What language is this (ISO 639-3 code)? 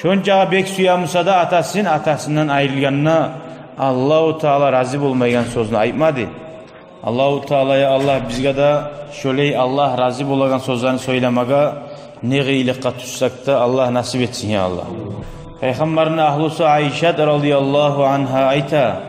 kum